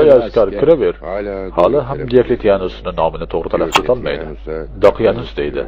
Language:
Uzbek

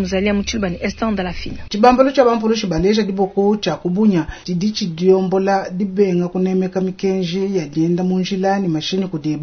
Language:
Luba-Lulua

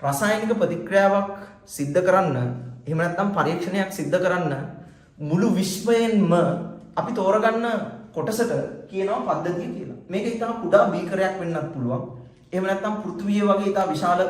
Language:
Sinhala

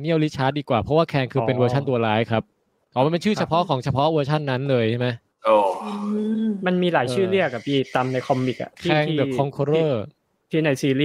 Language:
Thai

